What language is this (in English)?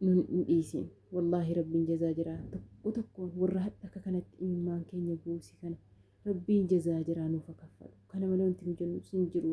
Oromo